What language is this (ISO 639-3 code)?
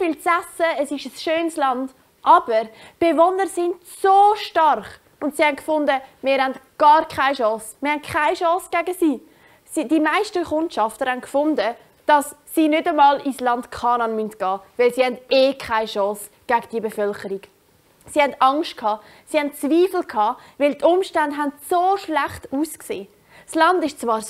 gsw